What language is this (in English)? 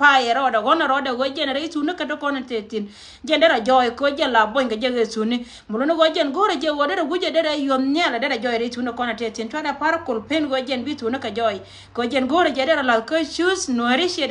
Nuer